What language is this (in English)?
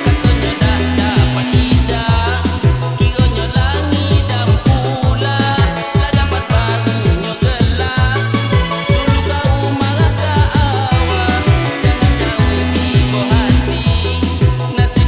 Jambi Malay